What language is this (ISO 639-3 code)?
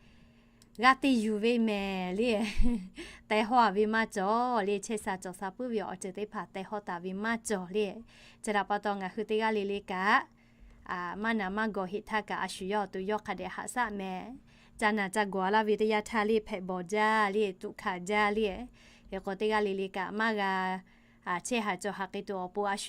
lhu